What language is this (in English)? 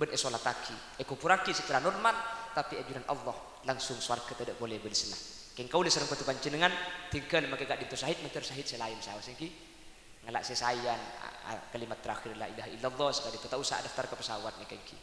Madurese